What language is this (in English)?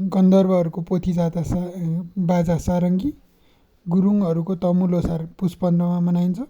Nepali